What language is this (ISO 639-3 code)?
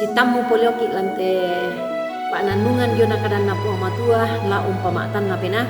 sda